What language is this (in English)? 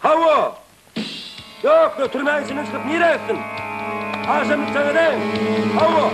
Turkmen